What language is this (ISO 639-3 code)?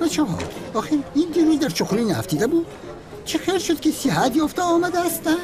tgk